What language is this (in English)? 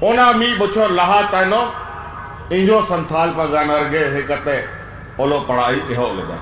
Santali